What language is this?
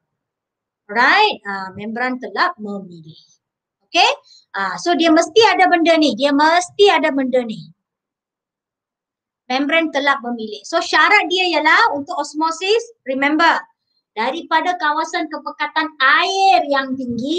Malay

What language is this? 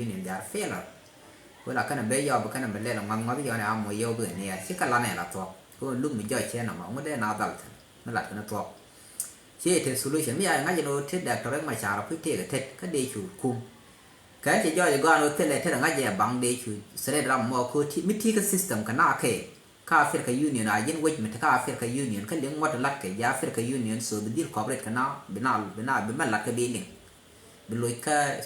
Nuer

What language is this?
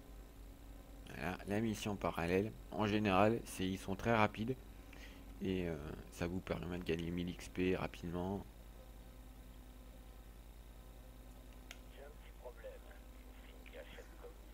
French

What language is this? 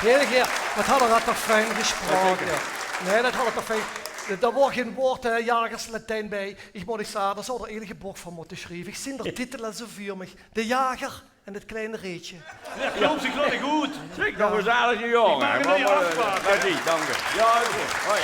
Limburgish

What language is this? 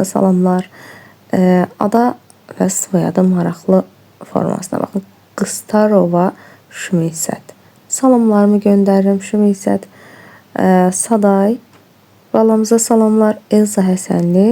Azerbaijani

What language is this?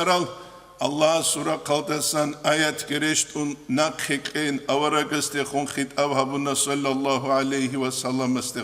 Avaric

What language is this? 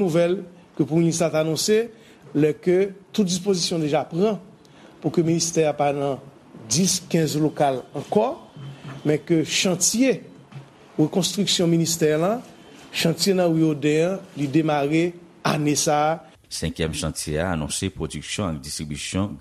Haitian Creole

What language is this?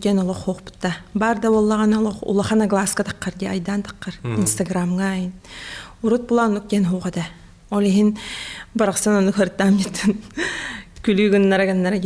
Yakut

